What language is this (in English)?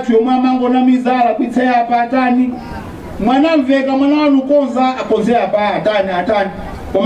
Nyanja